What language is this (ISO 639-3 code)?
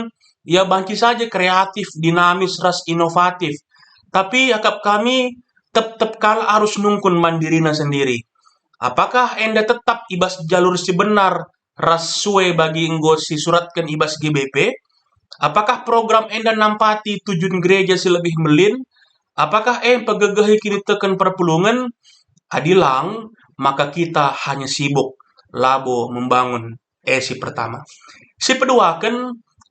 btx